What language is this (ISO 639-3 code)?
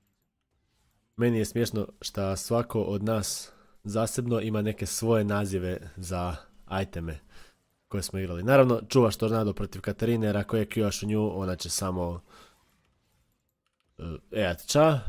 hrv